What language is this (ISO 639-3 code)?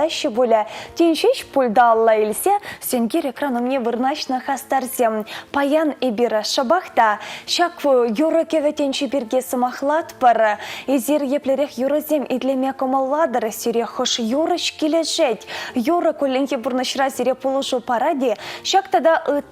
chv